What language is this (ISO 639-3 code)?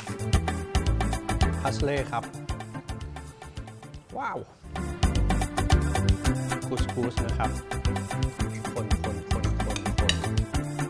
tha